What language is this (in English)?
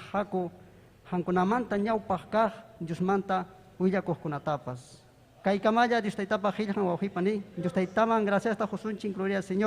Ayacucho Quechua